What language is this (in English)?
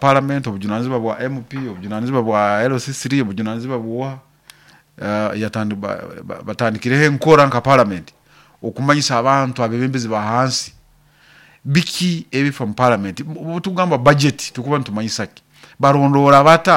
Nyoro